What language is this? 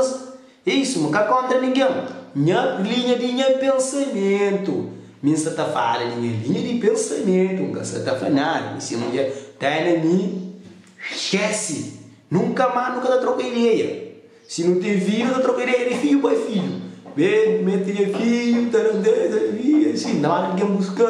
Kabuverdianu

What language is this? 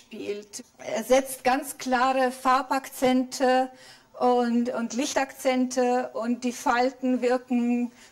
German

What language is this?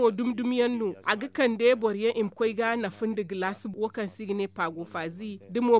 Zarma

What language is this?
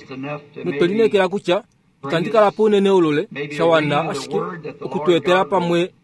Kuanyama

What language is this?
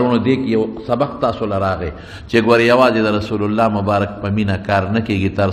Pashto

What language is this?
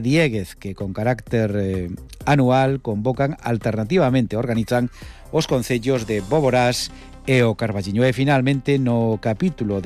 Galician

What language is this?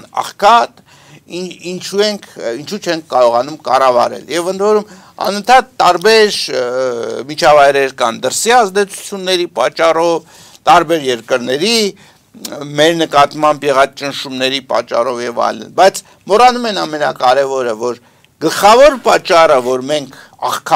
Armenian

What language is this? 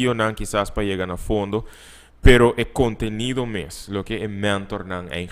Papiamento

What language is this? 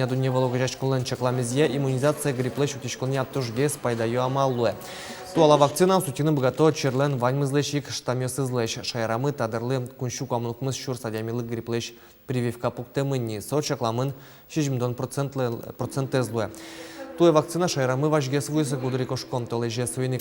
Udmurt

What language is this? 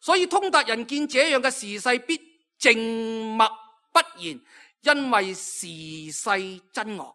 Cantonese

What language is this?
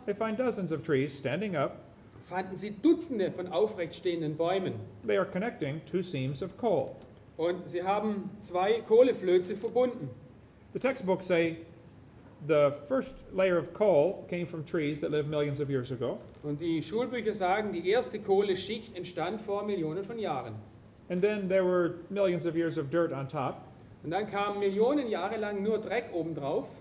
German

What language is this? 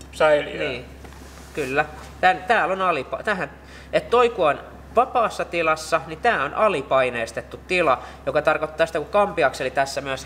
Finnish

